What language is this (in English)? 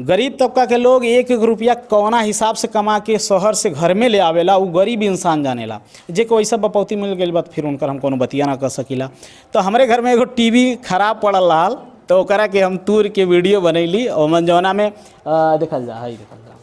Bhojpuri